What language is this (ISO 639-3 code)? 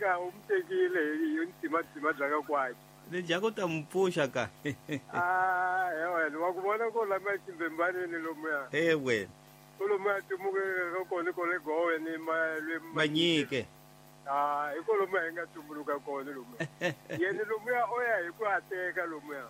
tso